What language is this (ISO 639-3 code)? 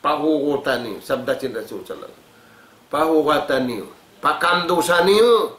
tsg